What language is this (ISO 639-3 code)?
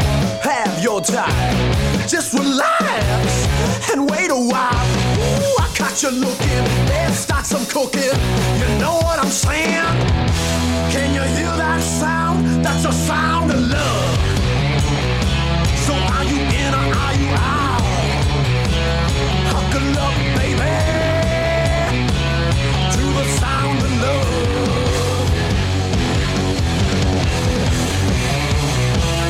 eng